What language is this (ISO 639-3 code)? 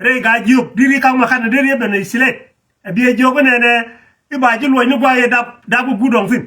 nus